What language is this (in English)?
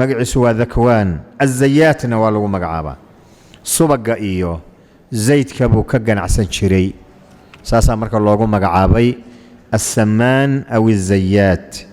Somali